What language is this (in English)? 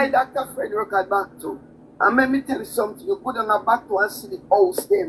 Jamaican Creole English